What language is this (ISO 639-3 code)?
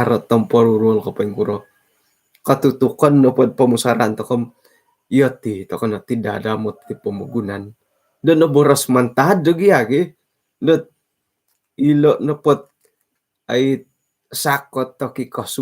dtp